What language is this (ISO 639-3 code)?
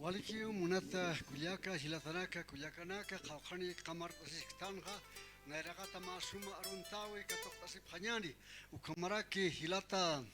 aym